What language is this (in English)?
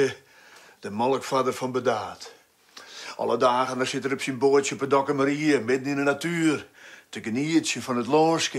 Western Frisian